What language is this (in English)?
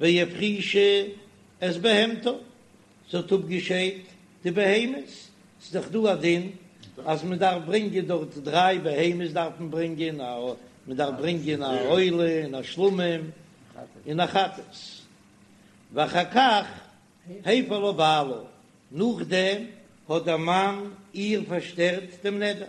Yiddish